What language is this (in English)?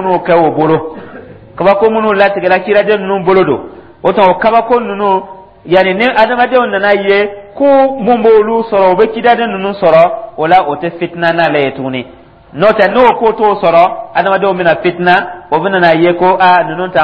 Dyula